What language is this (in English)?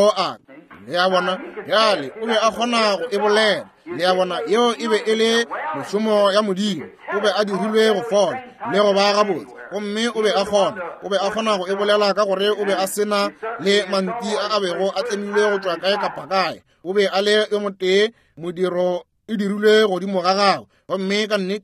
Northern Sotho